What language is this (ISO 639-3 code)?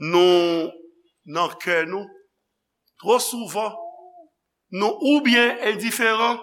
hat